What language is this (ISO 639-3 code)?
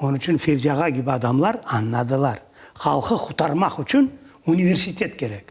crh